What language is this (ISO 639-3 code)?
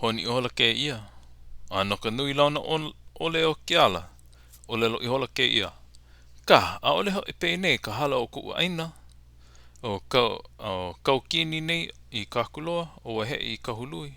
haw